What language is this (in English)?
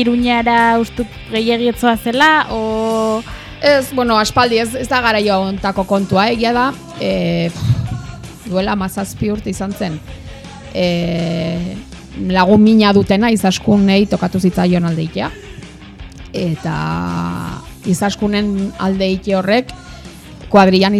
Basque